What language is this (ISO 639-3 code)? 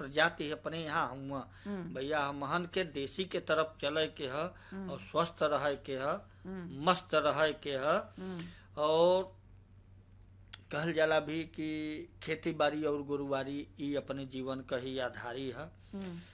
bho